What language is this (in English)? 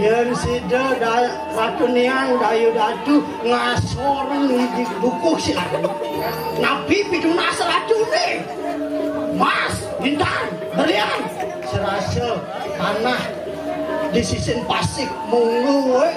Balinese